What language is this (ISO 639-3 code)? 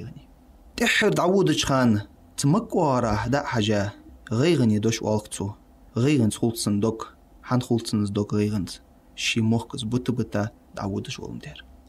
inh